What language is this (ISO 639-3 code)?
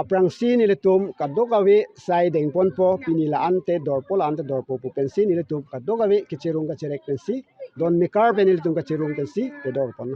mjw